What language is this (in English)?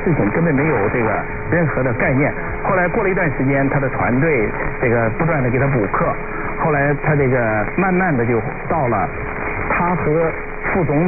Chinese